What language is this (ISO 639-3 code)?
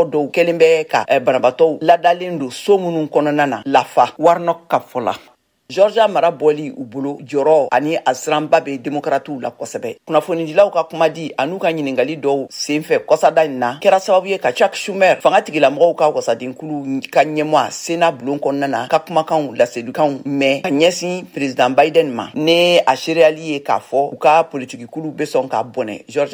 bam